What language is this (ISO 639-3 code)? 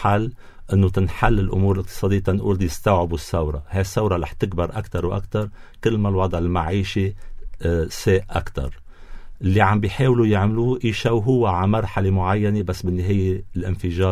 apc